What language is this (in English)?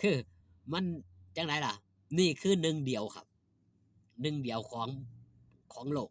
Northeastern Thai